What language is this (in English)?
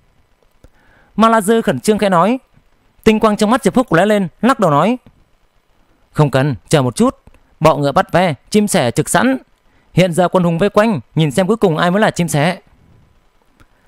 Vietnamese